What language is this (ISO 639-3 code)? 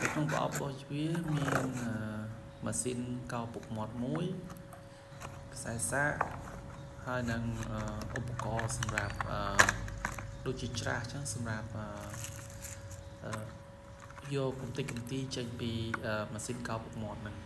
khm